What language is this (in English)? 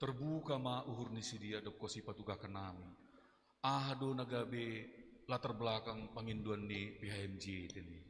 Batak Simalungun